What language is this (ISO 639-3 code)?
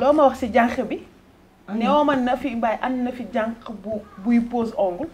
wol